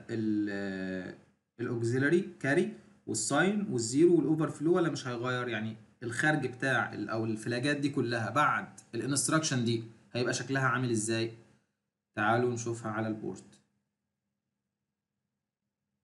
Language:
Egyptian Arabic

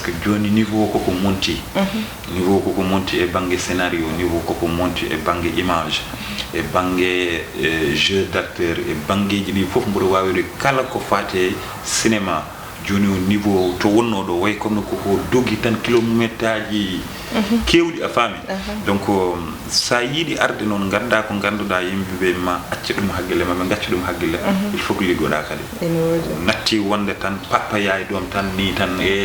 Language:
Fula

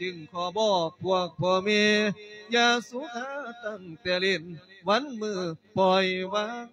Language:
Lao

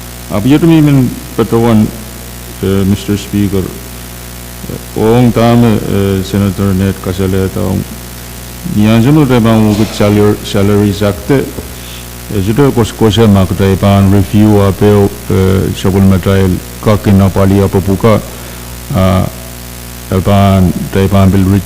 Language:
Pohnpeian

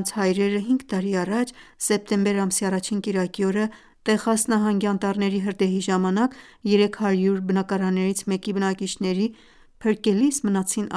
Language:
Armenian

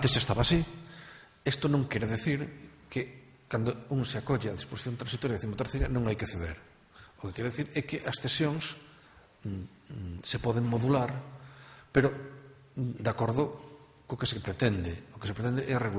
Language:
Galician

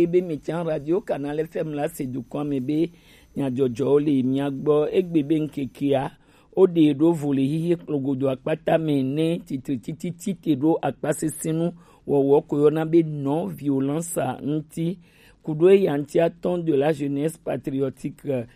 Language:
Gen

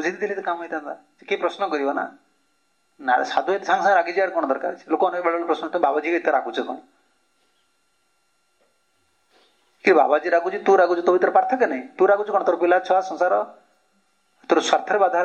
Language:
Odia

